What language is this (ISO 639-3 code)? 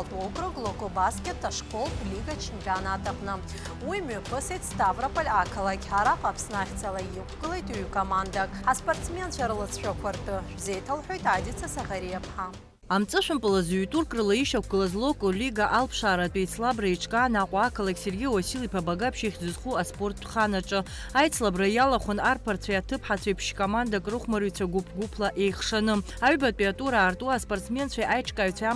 abk